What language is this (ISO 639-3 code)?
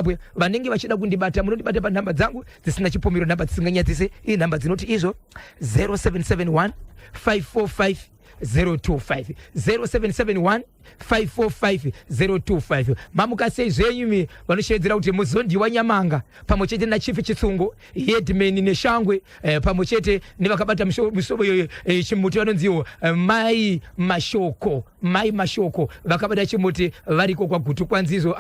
sna